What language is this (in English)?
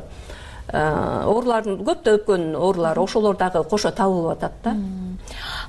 Kyrgyz